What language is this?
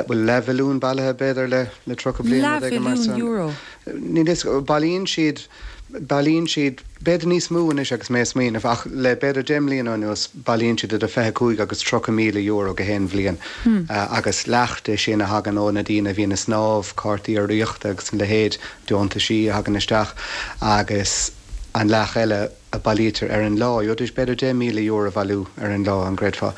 Irish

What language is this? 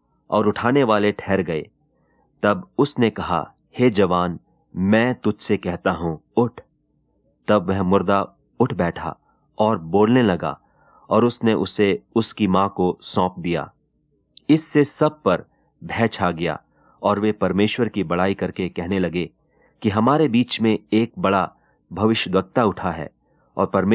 Hindi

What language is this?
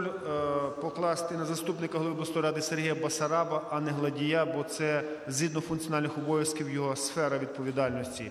Ukrainian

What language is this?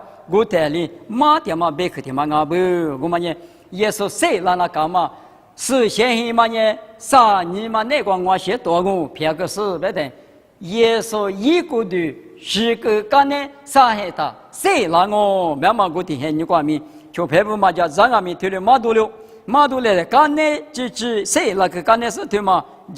Lisu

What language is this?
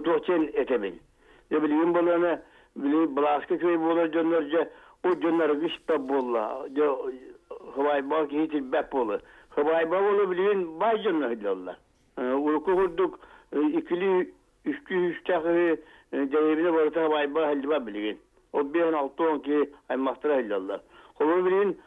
Yakut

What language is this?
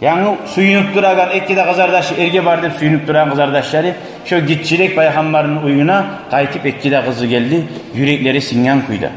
Kumyk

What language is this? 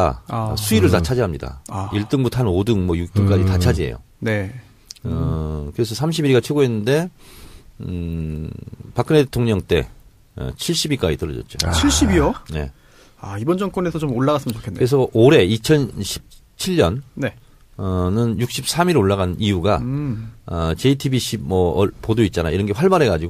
Korean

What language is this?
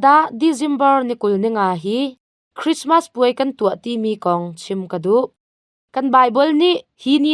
Hakha Chin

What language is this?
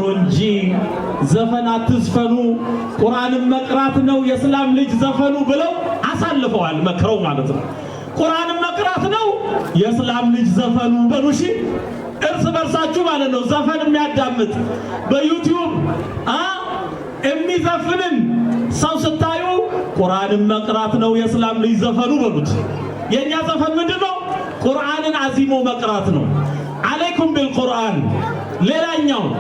Amharic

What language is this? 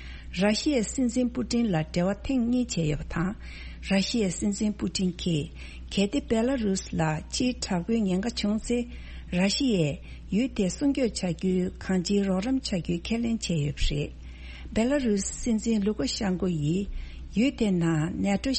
Tibetan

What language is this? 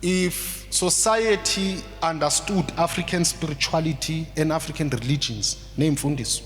Zulu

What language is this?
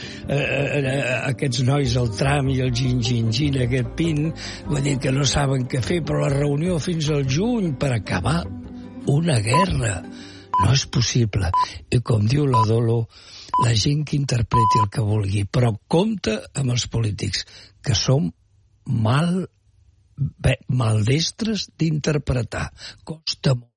Catalan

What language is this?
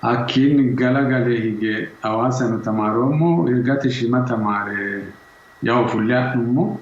Sidamo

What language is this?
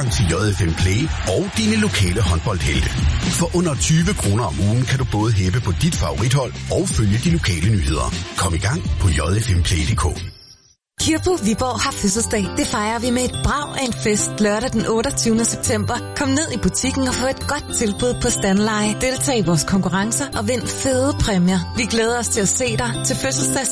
Danish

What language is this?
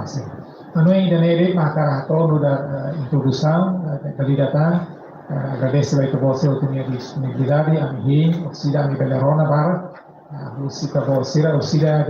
Tetum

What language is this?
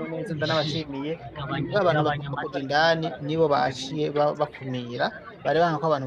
Rundi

